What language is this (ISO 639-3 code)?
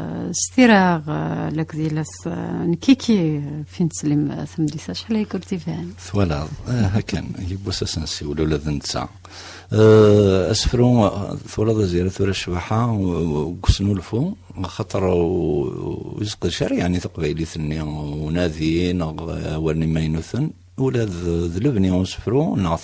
kab